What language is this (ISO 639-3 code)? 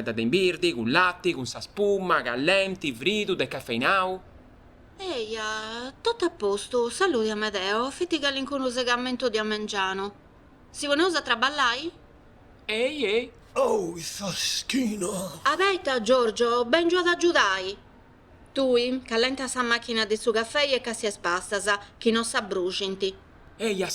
srd